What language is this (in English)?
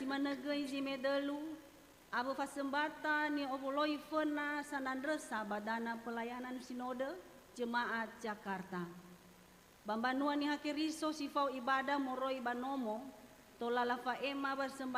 Nias